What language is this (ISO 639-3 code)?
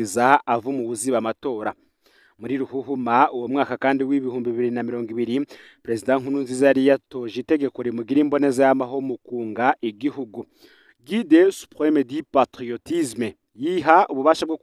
run